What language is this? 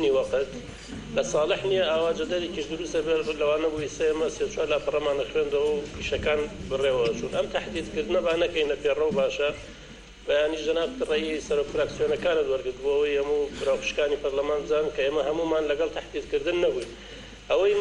Central Kurdish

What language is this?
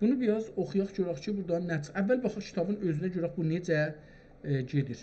South Azerbaijani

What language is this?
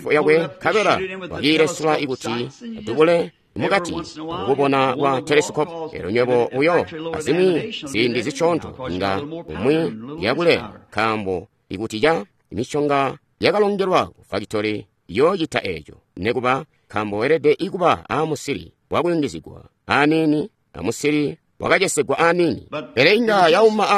Tonga (Zambia)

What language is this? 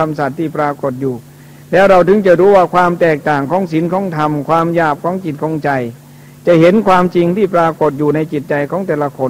Thai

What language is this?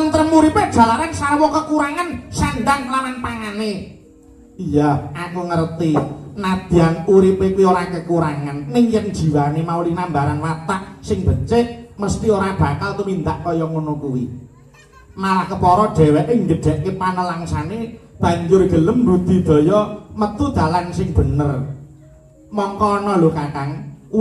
Javanese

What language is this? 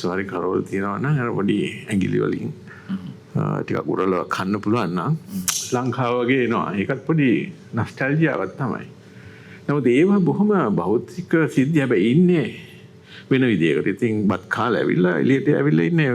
Sinhala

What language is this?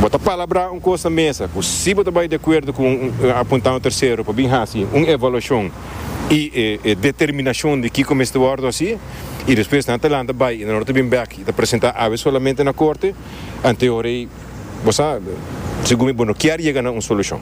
Papiamento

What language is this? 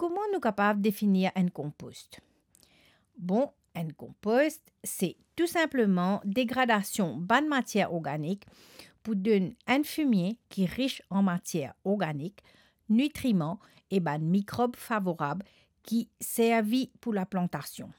Morisyen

